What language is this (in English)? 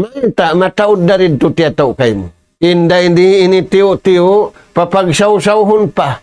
Tausug